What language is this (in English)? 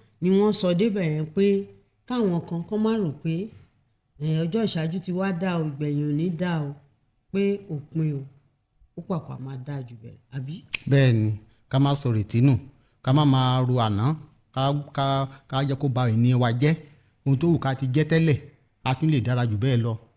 Yoruba